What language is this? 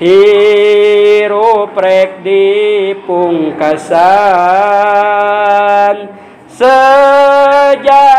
Sundanese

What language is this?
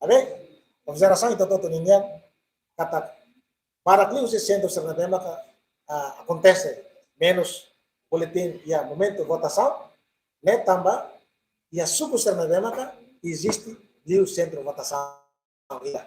Tetum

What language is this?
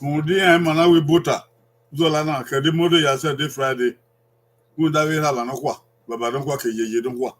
Bini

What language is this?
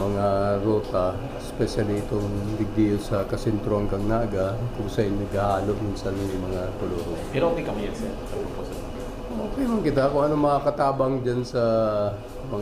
Bikol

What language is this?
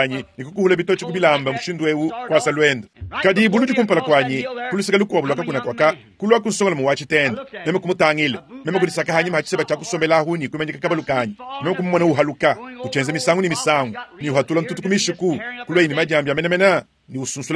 Luba-Lulua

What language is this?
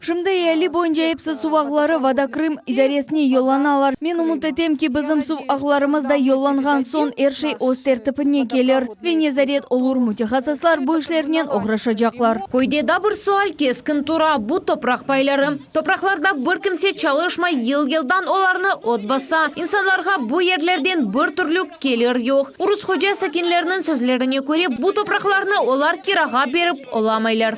Crimean Tatar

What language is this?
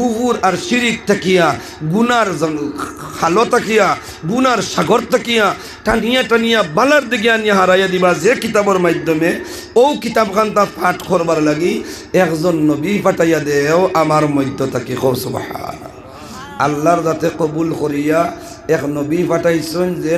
Sylheti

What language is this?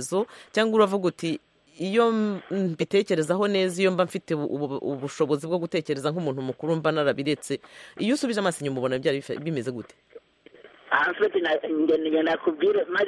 Kinyarwanda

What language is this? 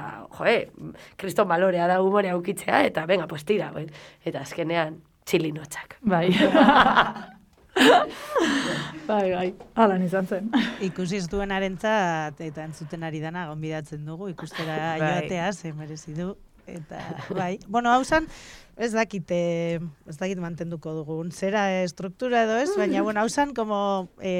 Basque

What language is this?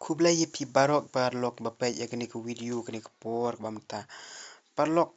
Khasi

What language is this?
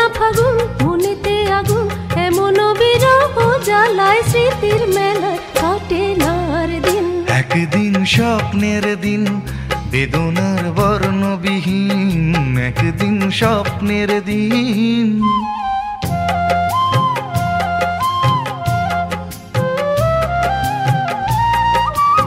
Bangla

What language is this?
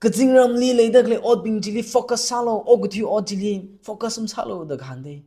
Tangkhul Naga (India)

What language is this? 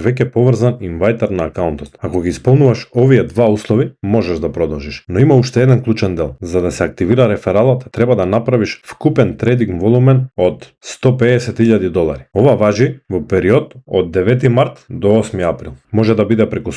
Macedonian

